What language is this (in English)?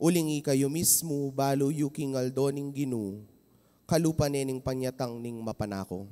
Pampanga